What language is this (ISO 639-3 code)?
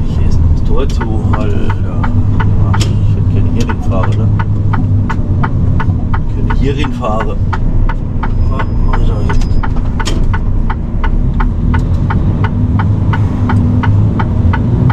deu